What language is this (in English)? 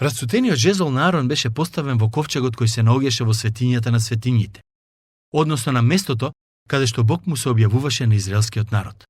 Macedonian